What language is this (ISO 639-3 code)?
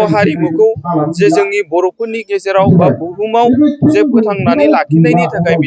brx